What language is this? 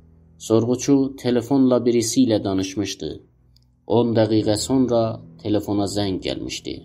South Azerbaijani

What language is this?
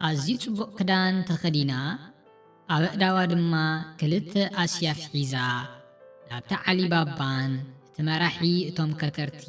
Tigrinya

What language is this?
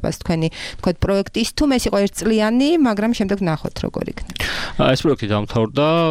Georgian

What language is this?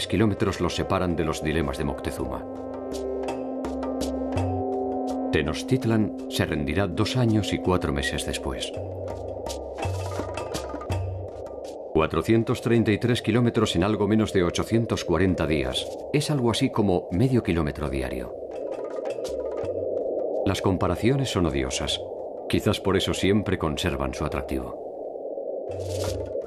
Spanish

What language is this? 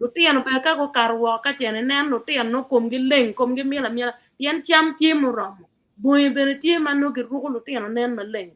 Acoli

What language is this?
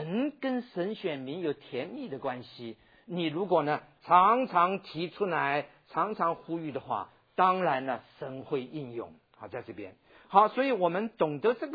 Chinese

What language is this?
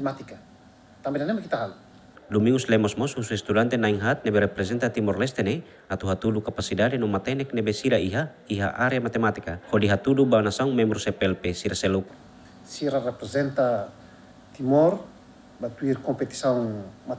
Tetum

